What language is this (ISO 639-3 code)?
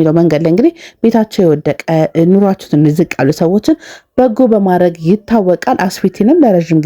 amh